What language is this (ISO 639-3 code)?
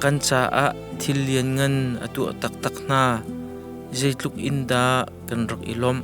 cnh